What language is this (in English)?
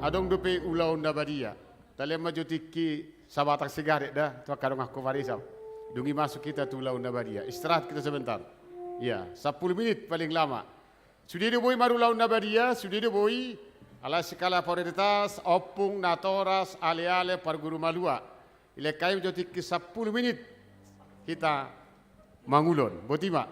Batak Toba